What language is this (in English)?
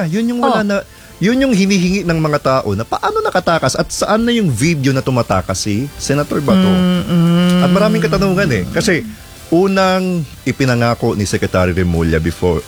Filipino